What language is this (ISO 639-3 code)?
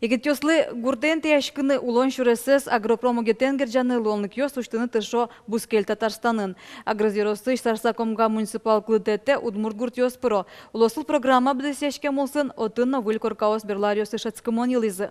udm